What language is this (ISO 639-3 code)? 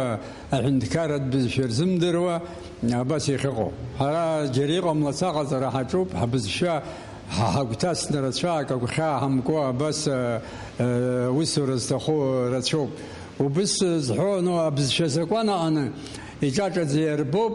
abk